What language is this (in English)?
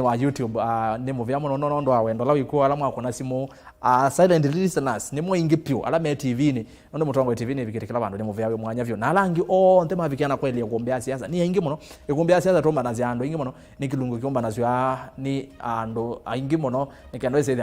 Kamba